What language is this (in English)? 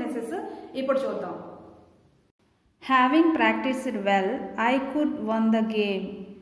Telugu